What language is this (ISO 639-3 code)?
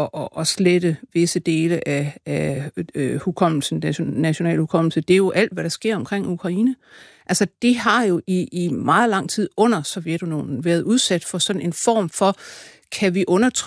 dan